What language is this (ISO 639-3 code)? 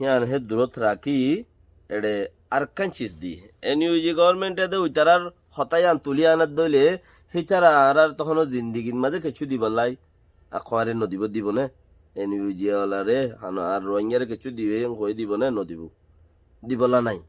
rhg